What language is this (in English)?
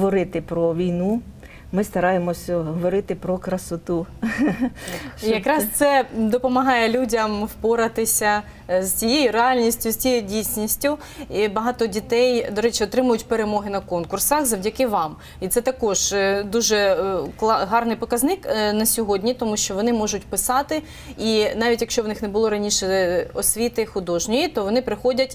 Ukrainian